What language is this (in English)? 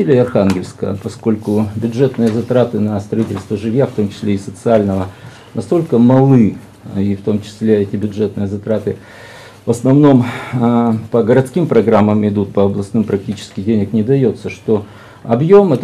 Russian